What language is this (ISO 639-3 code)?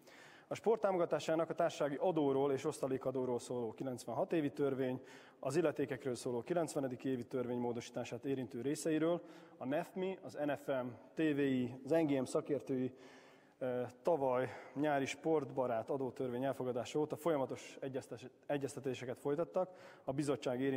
hun